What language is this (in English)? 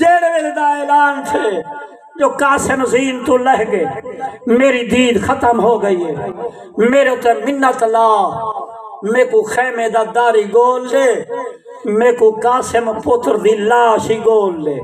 Saraiki